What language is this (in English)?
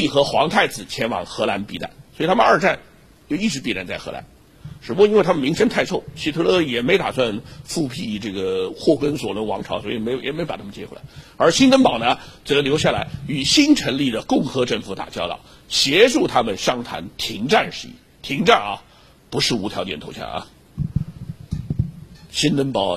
Chinese